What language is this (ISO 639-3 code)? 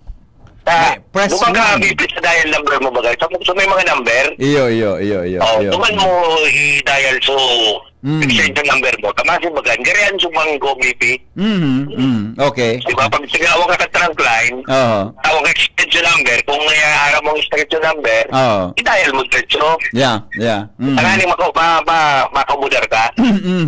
bik